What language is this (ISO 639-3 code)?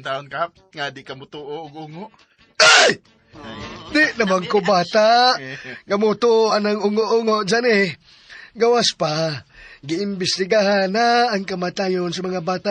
ceb